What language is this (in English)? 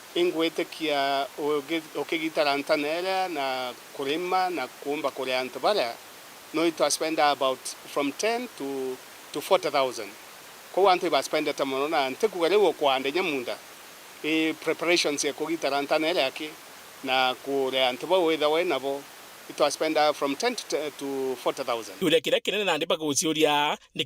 Meru